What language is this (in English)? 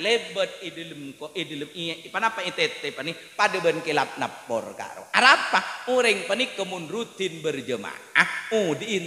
Madurese